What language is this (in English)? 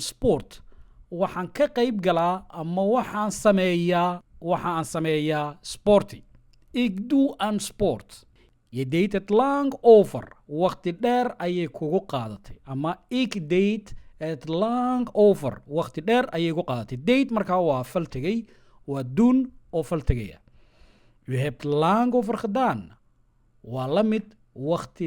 Somali